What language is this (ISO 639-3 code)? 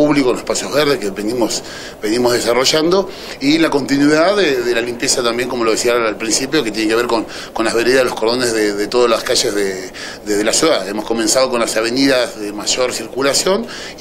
spa